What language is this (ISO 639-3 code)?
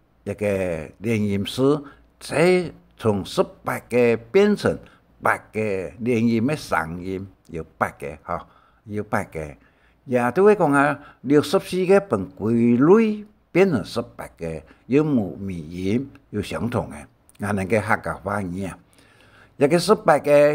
hak